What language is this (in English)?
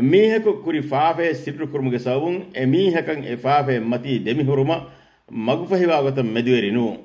Divehi